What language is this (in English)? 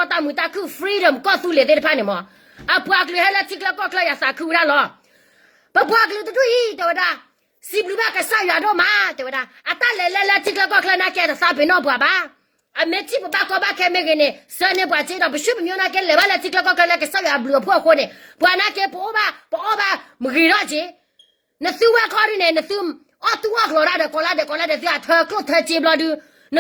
S'gaw Karen